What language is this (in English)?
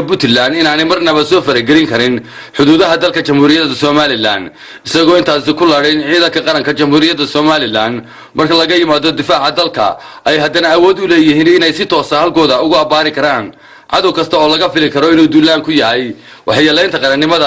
Somali